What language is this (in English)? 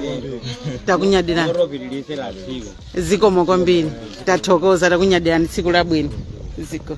Nyanja